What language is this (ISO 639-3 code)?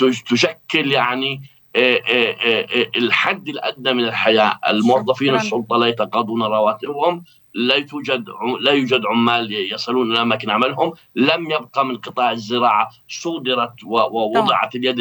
ara